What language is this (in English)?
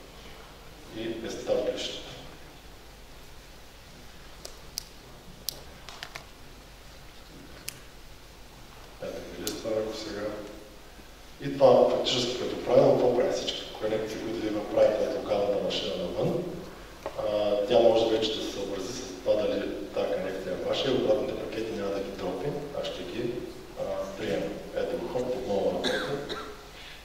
Bulgarian